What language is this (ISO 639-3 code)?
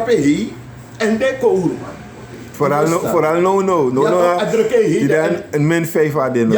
srn